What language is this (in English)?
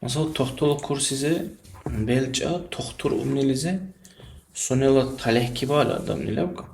Dargwa